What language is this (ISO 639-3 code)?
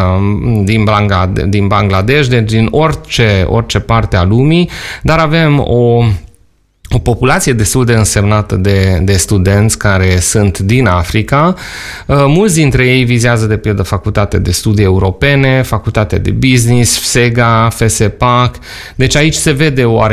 ron